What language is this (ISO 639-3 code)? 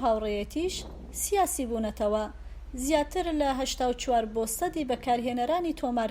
ckb